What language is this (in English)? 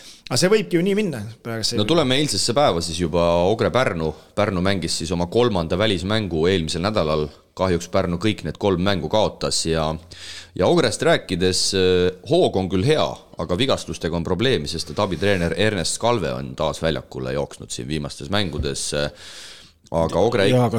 Estonian